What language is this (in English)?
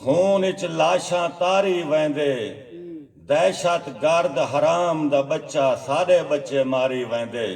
Saraiki